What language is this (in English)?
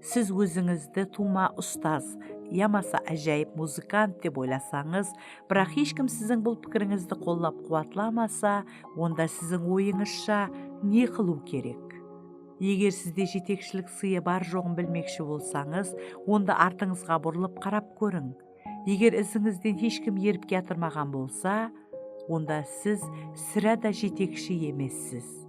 Kara-Kalpak